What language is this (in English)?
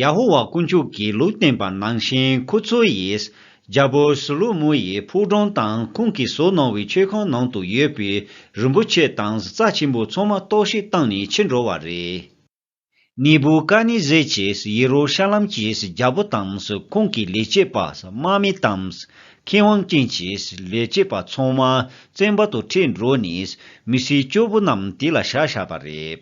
Tibetan